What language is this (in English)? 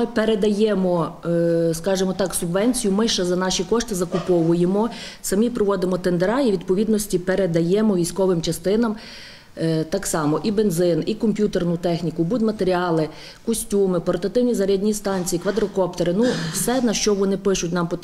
Ukrainian